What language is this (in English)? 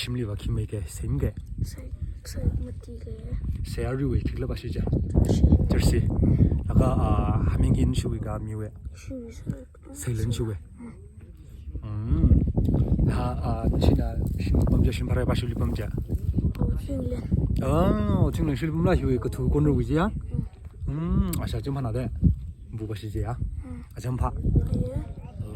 Tangkhul Naga (India)